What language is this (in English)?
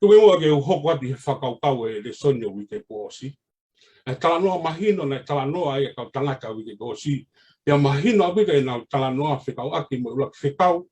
Tongan